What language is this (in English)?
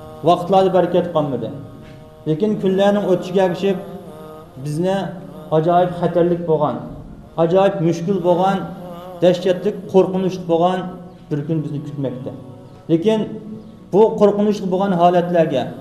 Uyghur